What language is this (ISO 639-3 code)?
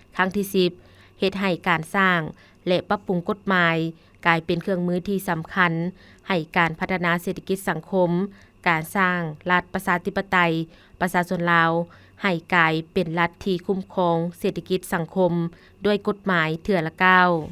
lao